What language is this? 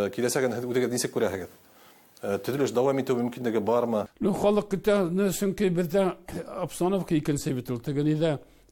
Bashkir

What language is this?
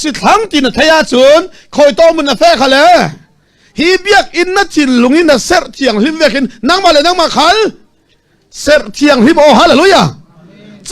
Falam Chin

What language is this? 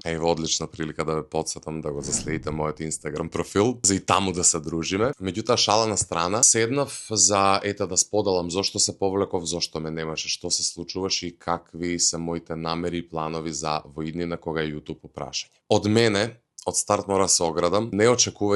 Macedonian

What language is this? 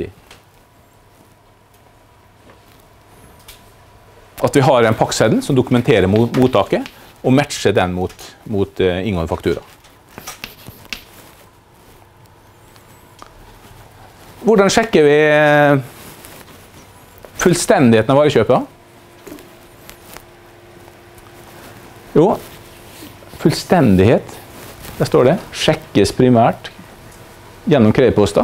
Norwegian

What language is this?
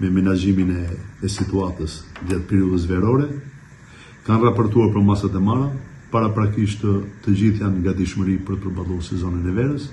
Albanian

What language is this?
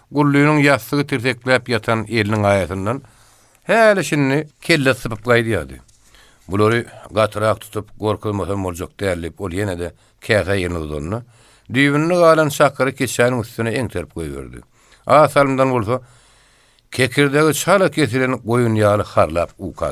Turkmen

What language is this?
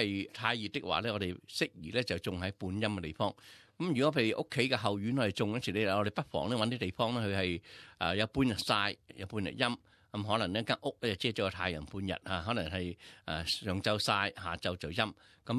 Cantonese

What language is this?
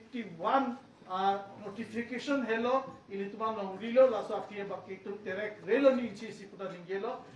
Karbi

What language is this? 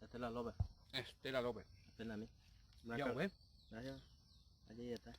Guarani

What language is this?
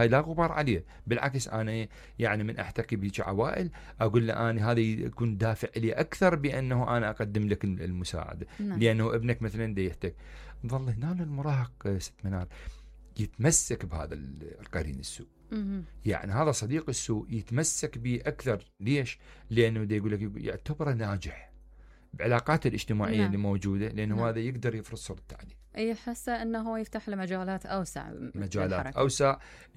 Mesopotamian Arabic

